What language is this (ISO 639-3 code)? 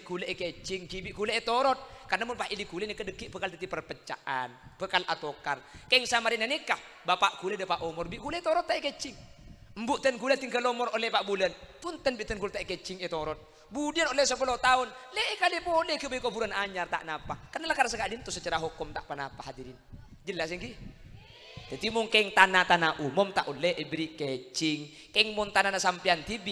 mad